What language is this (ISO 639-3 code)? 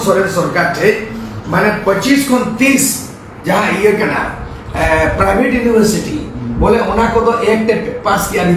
sat